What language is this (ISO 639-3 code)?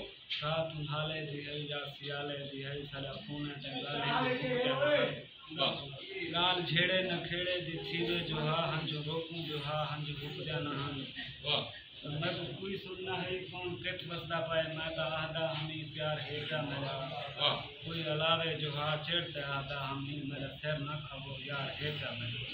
skr